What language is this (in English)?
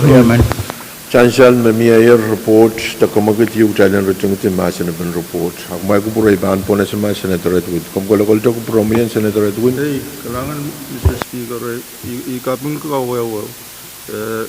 Pohnpeian